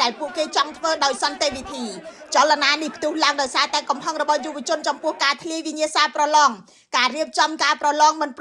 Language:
Khmer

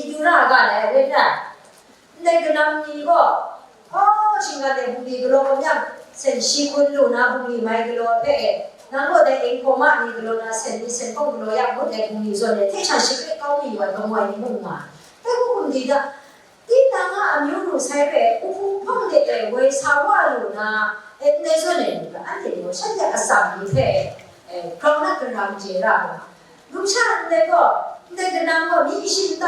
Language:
Kachin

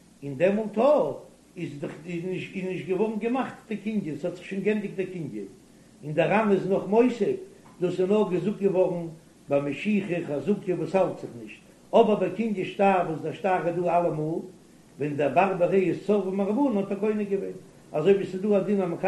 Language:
Yiddish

